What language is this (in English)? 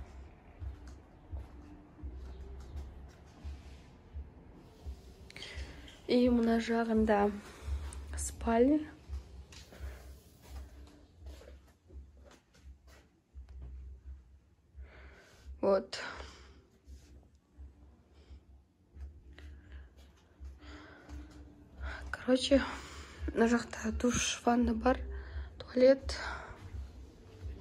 Kazakh